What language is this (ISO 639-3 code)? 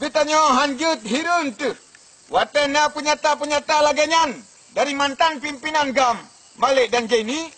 ace